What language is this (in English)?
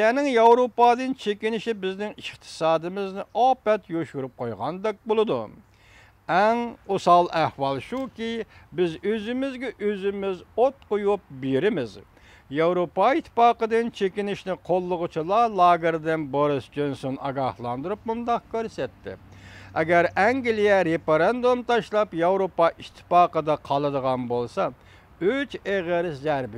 Uyghur